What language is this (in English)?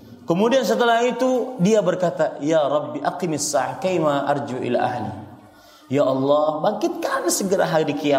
Indonesian